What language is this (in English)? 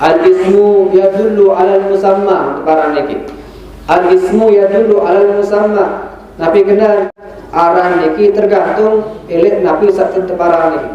Sasak